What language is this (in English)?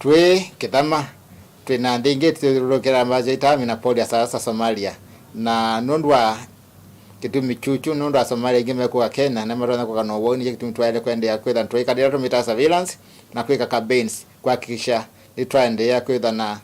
Kamba